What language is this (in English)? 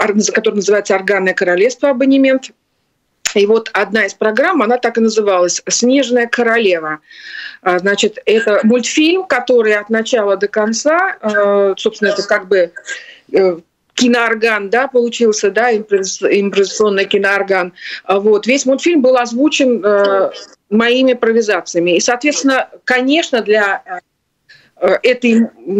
Russian